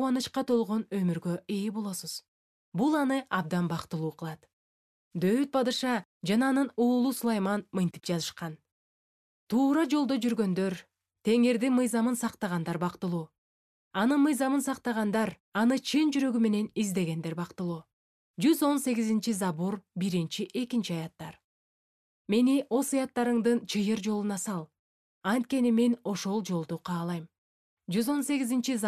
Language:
Kyrgyz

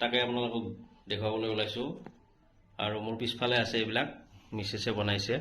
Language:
Assamese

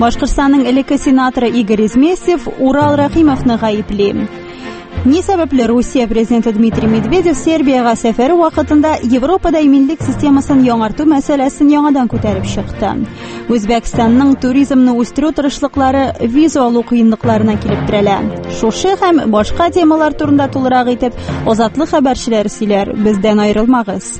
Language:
Tatar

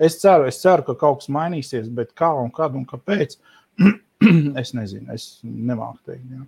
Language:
Latvian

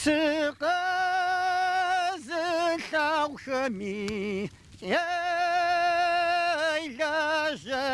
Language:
Kabardian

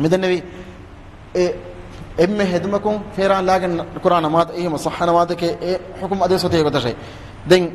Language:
Divehi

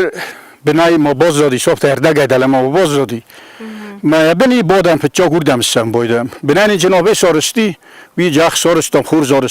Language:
Ossetic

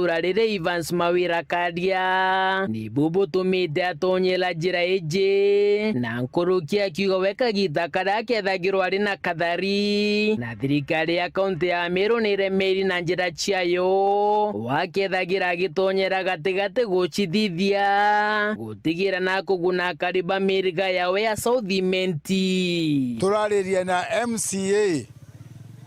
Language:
Meru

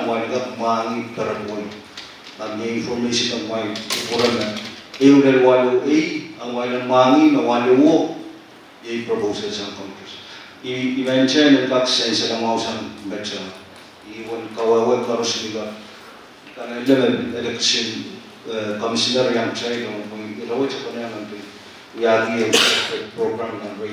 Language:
Pohnpeian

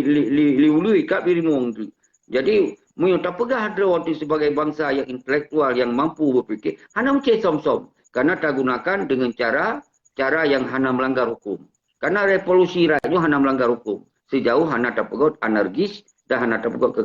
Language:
Achinese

